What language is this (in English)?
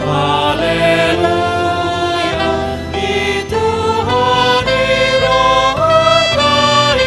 Batak Toba